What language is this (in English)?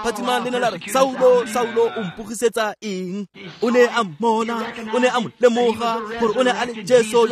Tswana